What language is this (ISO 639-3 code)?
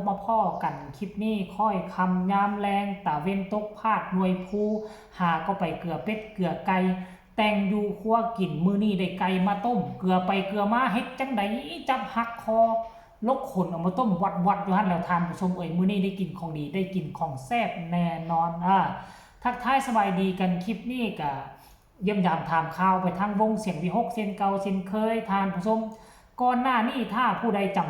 tts